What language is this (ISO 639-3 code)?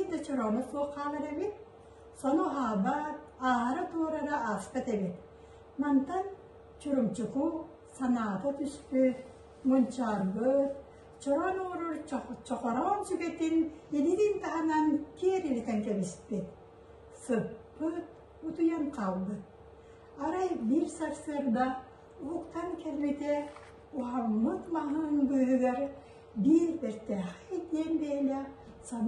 sah